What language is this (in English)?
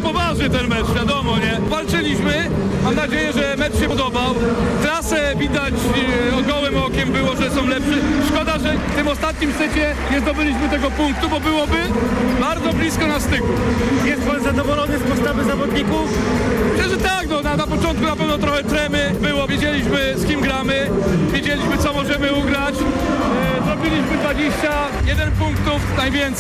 Polish